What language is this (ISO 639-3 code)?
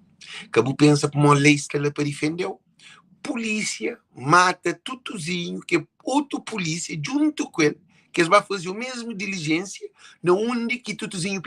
kea